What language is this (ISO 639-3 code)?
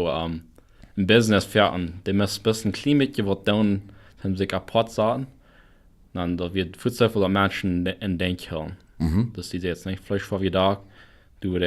pdt